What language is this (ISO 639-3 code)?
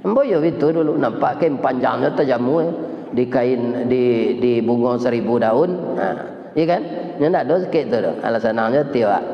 min